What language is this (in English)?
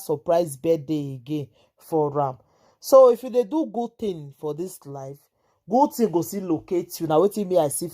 Nigerian Pidgin